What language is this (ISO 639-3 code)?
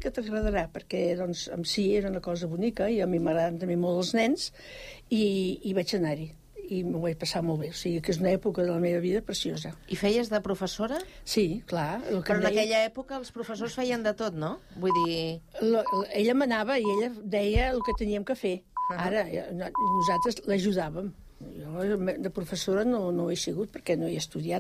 cat